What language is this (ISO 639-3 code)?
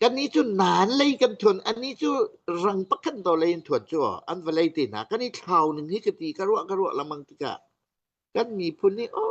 cnh